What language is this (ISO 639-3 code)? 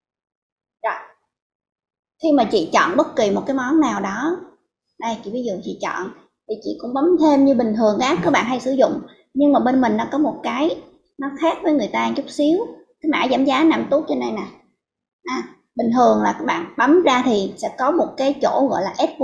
vie